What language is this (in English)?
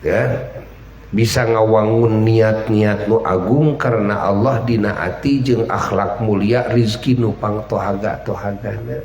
Sundanese